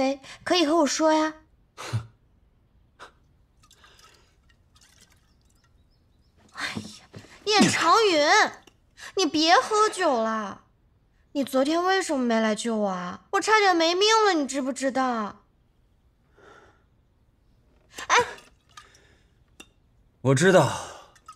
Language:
Chinese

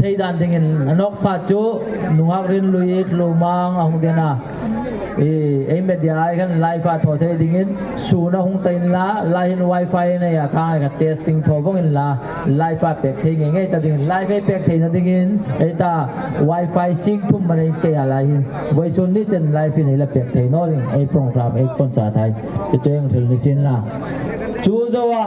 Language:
Hmar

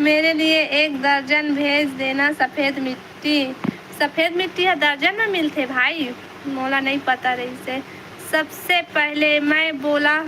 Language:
Chhattisgarhi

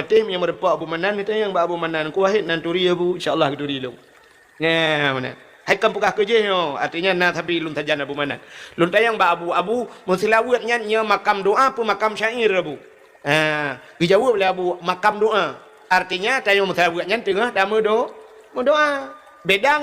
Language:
Achinese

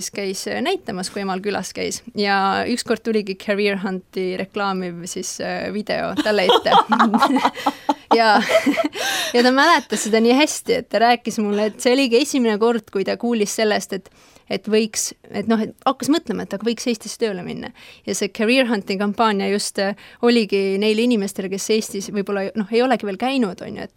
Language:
Estonian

